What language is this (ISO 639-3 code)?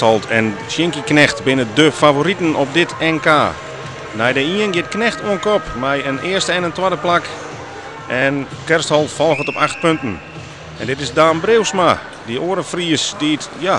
fry